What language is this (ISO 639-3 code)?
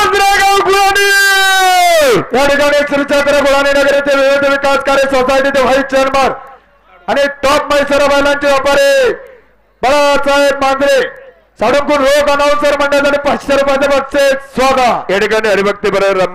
mar